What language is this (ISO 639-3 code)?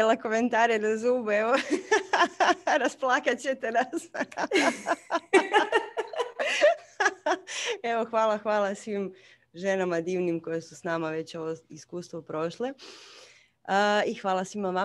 hrv